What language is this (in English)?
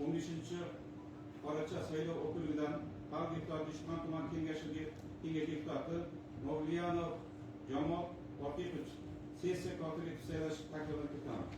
Uzbek